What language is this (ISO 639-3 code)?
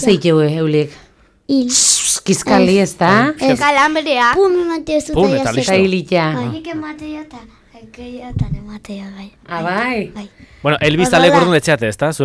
eus